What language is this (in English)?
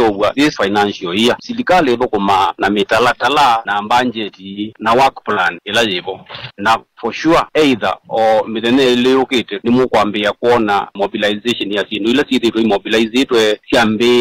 Kamba